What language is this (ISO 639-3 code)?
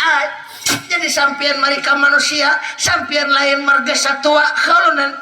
bjn